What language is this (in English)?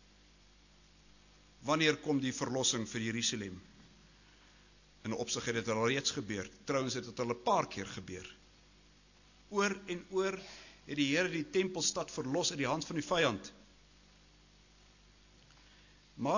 Afrikaans